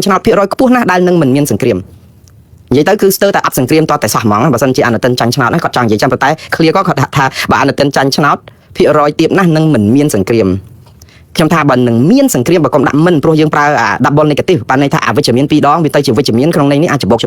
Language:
Khmer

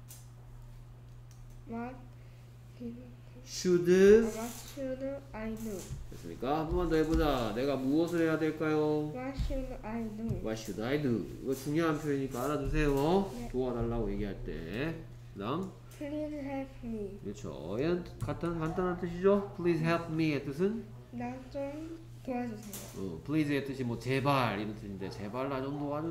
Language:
Korean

